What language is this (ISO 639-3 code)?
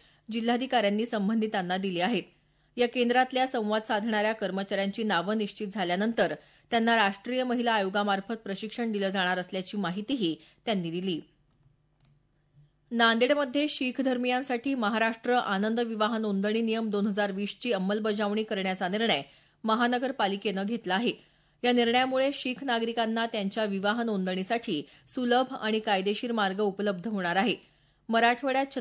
mar